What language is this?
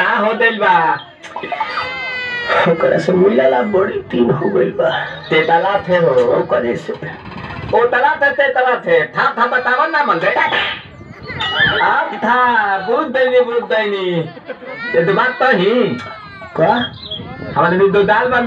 Bhojpuri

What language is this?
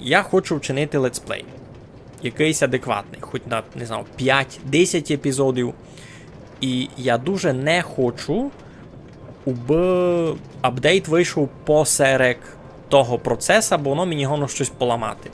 Rusyn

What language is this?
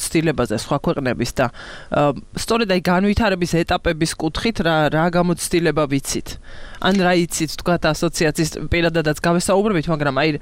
Georgian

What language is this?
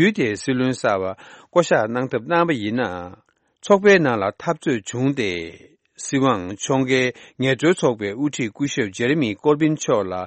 Tibetan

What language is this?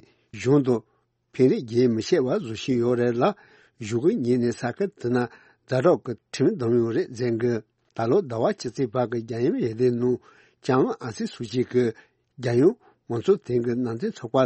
Tibetan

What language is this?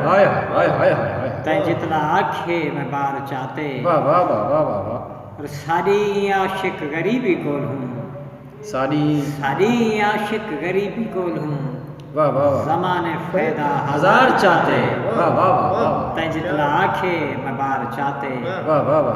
Saraiki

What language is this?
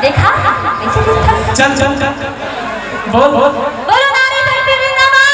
Chhattisgarhi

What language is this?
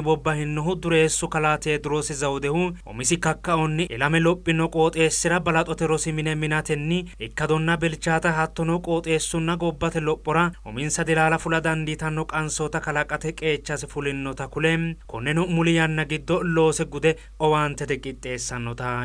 Sidamo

